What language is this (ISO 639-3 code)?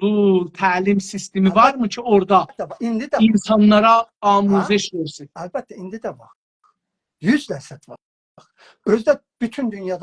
azb